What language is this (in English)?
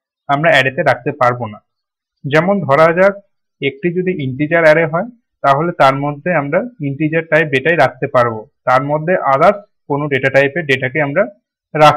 Bangla